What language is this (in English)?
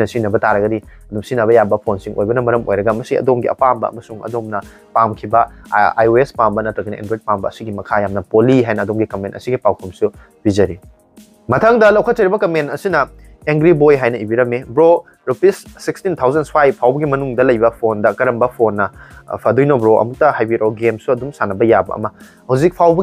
Manipuri